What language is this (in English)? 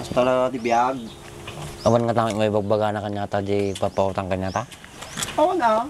Iloko